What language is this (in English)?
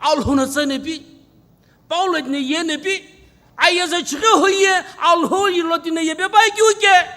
Sumi Naga